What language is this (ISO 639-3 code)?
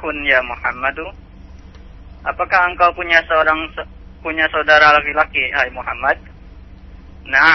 ind